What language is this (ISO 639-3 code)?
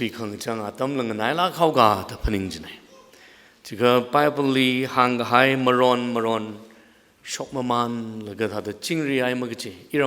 nmf